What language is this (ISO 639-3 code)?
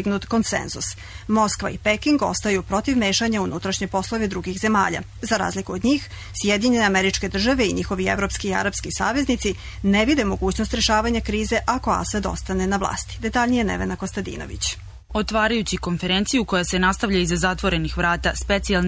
srp